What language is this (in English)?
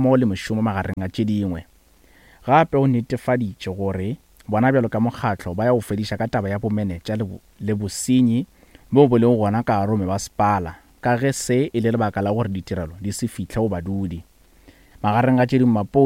Northern Sotho